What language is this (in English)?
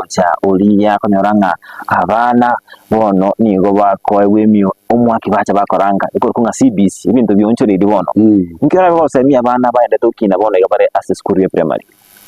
Gusii